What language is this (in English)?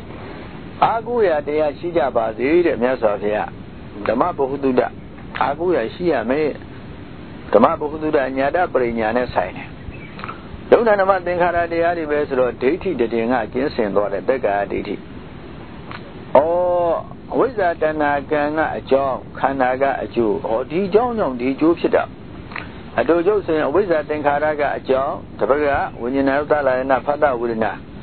Burmese